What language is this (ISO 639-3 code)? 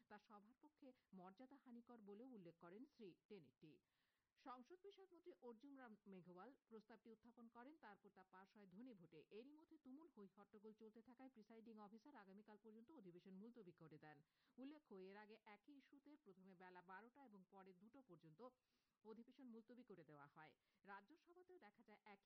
ben